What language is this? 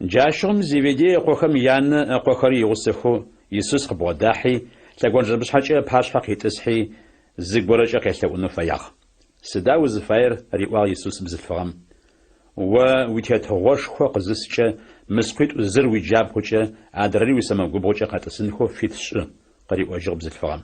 Adyghe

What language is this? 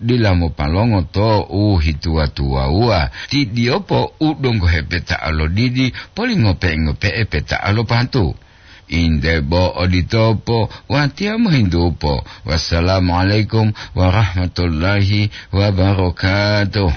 Gorontalo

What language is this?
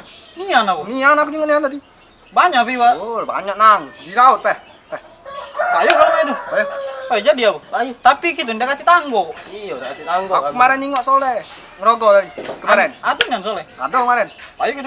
Musi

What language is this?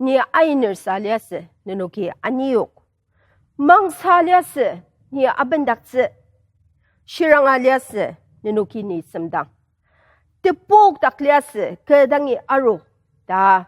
Ao Naga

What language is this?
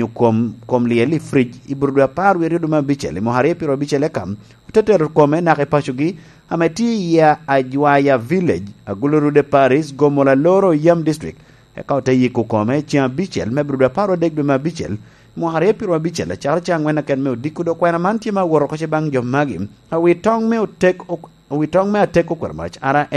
Lango (Uganda)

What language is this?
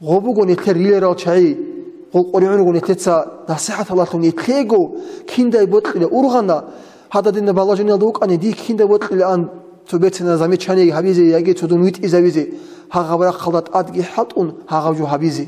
Avaric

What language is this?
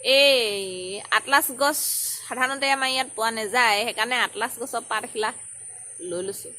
Assamese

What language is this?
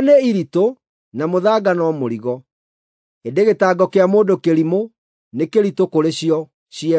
Kikuyu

